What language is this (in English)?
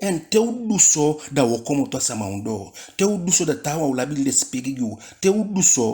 Eastern Maroon Creole